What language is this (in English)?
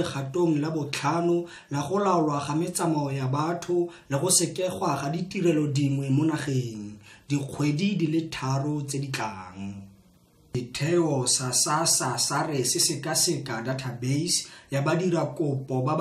Tswana